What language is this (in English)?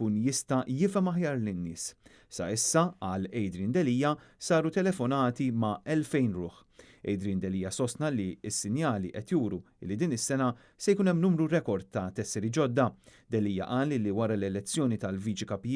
Maltese